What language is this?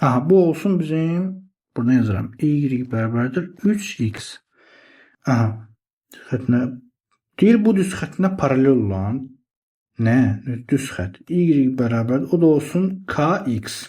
Azerbaijani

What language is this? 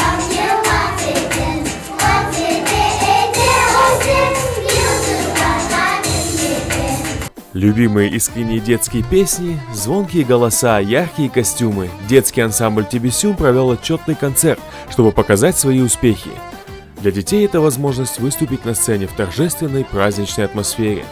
Crimean Tatar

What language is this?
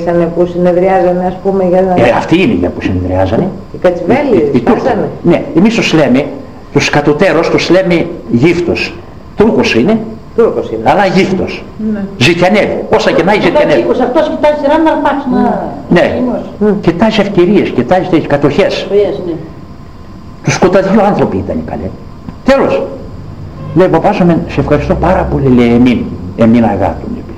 Greek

